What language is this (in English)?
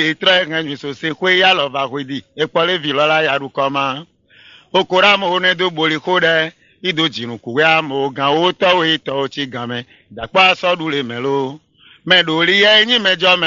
Fon